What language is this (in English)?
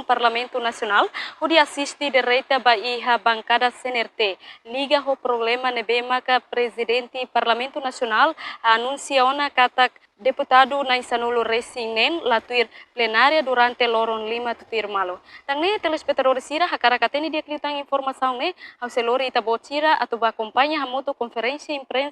Tetum